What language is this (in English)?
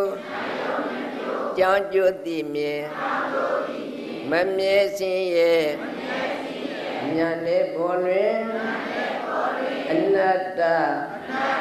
Burmese